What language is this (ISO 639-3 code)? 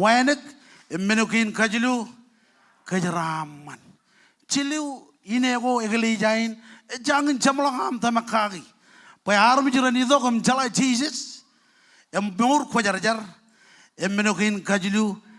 mah